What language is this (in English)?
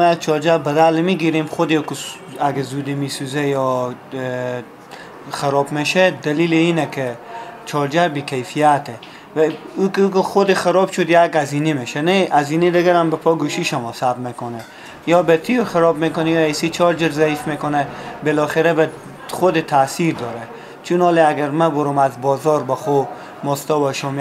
Persian